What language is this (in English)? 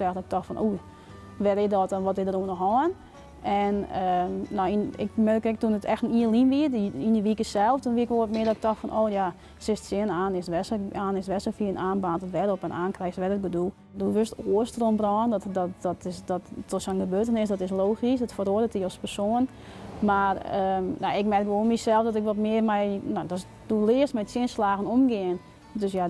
Western Frisian